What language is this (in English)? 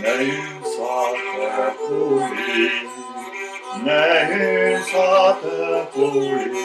Occitan